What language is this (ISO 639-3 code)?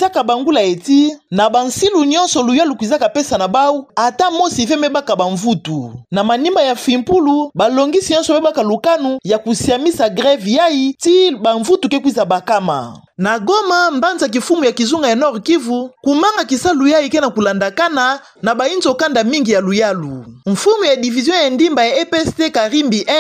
ktu